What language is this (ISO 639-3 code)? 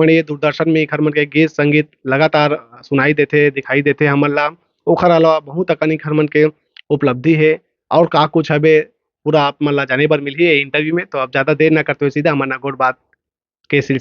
hne